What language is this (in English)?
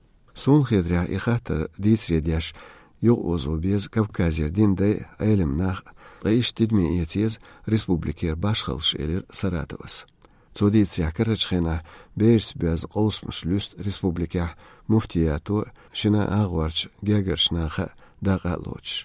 Chechen